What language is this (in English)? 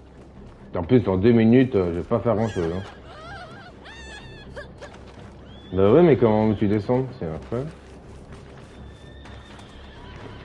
French